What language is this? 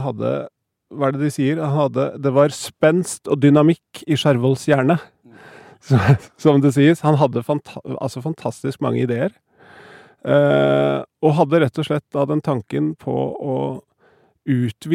Norwegian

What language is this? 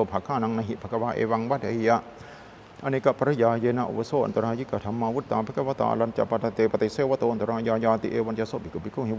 Pali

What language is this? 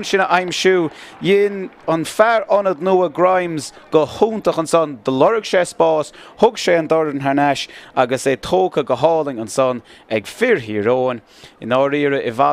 Irish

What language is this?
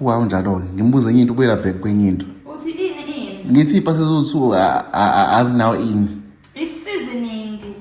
Zulu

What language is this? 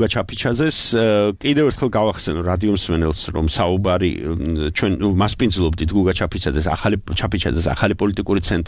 Georgian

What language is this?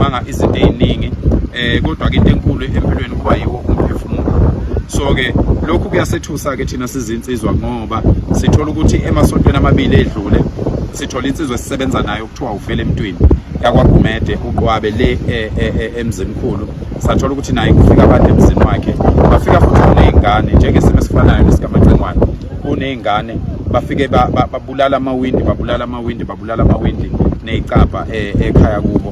Zulu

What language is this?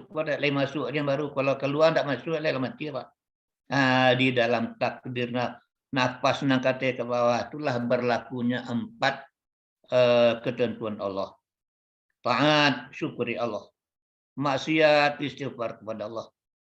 Minangkabau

